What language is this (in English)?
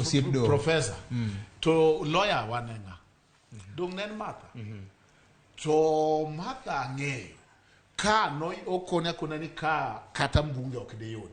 Luo (Kenya and Tanzania)